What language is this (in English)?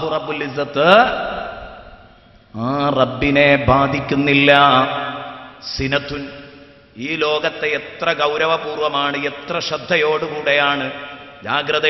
Malayalam